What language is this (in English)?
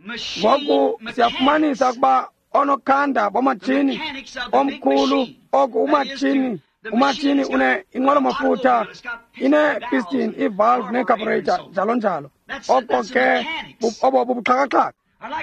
Xhosa